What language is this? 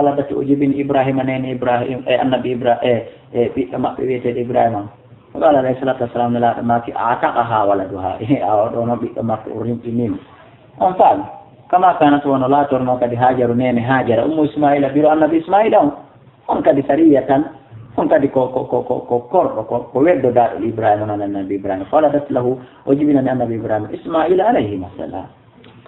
Fula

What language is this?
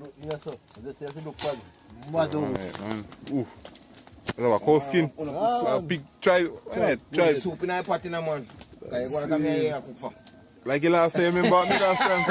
Jamaican Creole English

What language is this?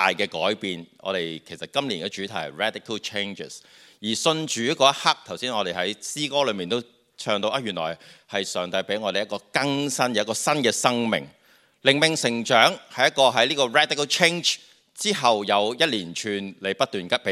Cantonese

